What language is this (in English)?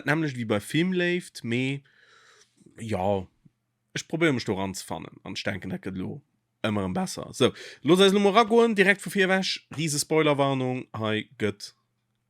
Luxembourgish